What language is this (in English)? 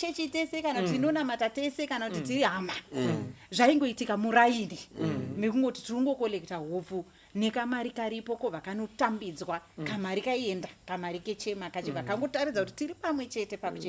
Shona